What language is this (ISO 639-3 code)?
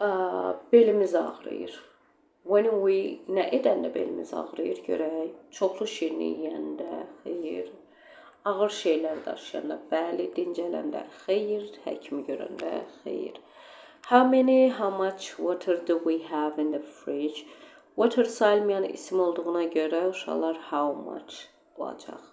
aze